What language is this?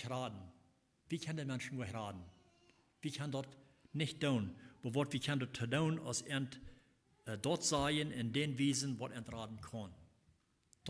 Plautdietsch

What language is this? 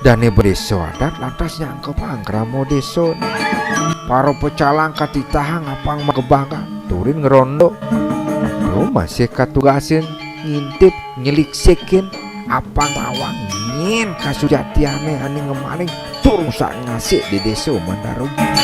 Balinese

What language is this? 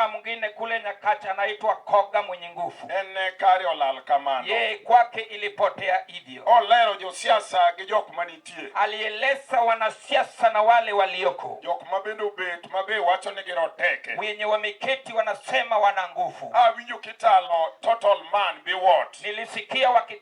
Luo (Kenya and Tanzania)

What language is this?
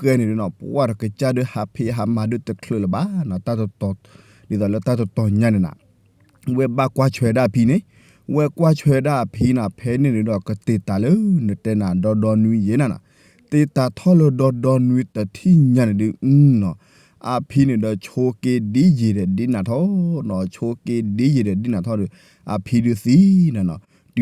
S'gaw Karen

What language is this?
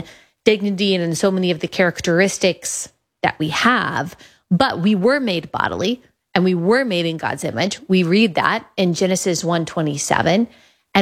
English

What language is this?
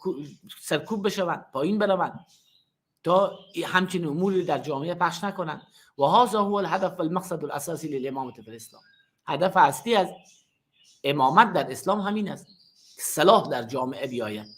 Persian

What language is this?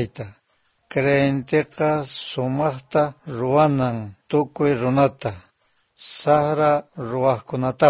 South Bolivian Quechua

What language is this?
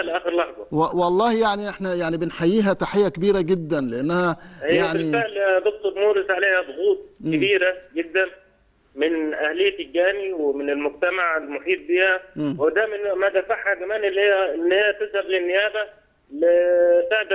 Egyptian Arabic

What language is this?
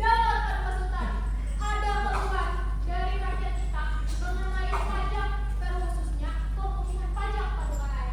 Banjar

